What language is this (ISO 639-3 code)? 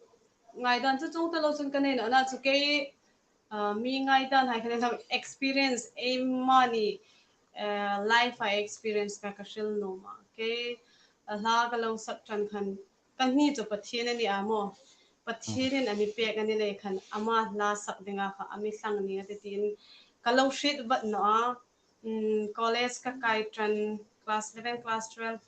hmr